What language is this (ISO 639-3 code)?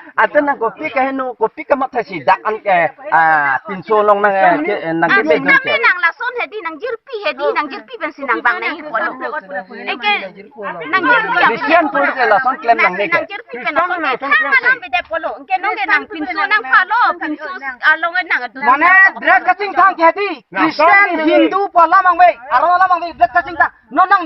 mjw